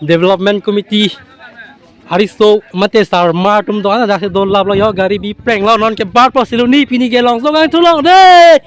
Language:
Karbi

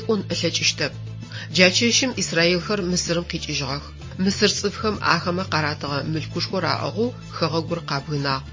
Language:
Adyghe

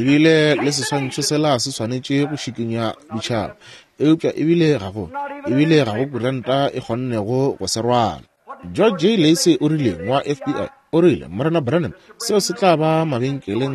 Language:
Northern Sotho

